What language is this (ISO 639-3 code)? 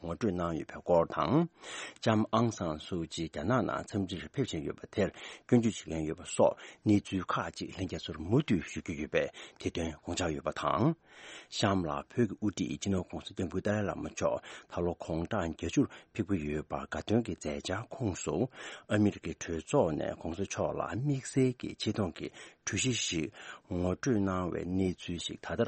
bod